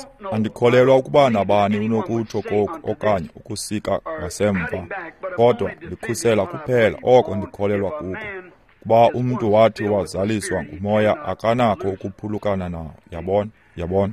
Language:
Xhosa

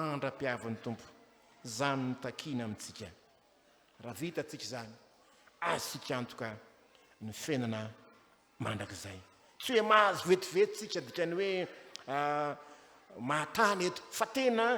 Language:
Malagasy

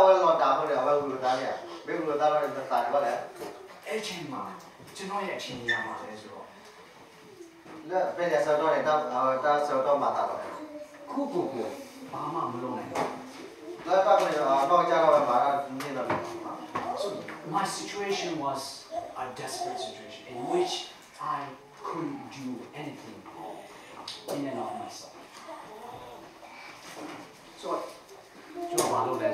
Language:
Burmese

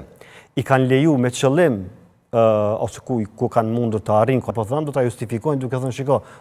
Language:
Albanian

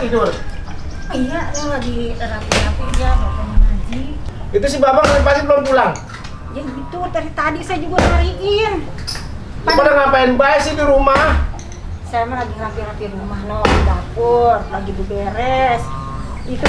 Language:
Betawi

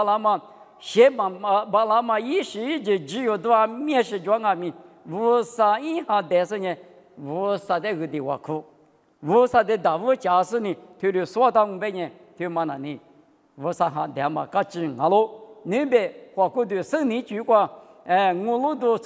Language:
Lisu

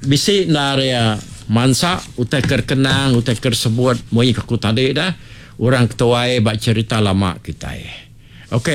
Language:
Iban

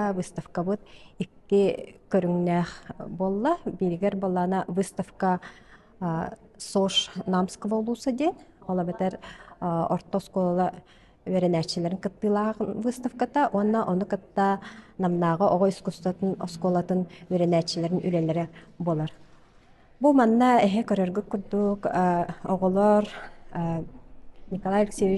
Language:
Yakut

